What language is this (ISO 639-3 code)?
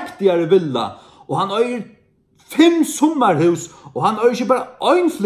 fao